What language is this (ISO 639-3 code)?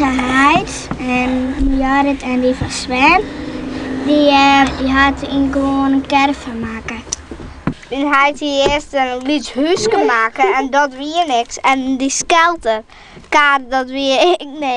fry